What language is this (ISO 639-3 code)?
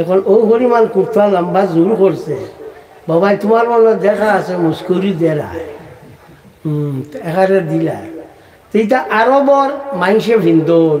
syl